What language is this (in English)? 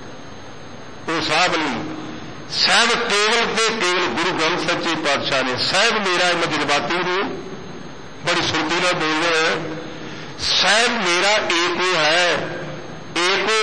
Punjabi